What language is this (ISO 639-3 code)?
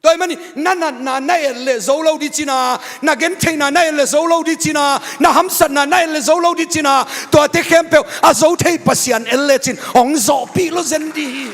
ctd